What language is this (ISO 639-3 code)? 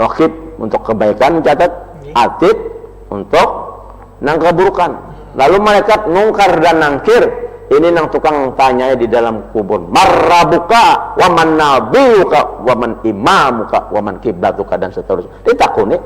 bjn